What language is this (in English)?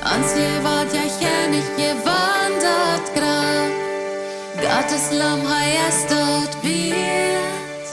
Plautdietsch